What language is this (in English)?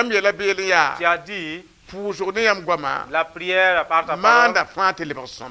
Mossi